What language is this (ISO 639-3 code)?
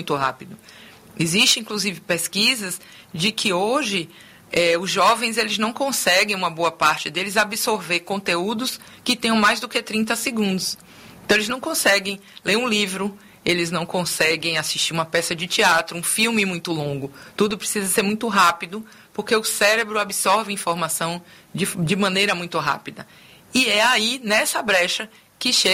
por